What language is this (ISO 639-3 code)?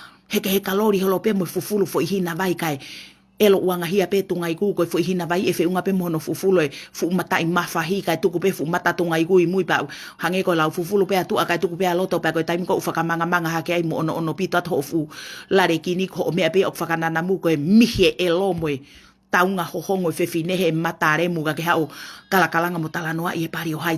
ton